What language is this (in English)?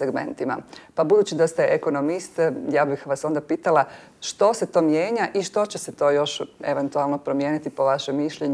Croatian